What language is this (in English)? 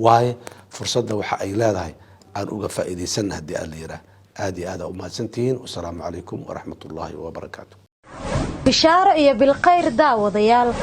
Somali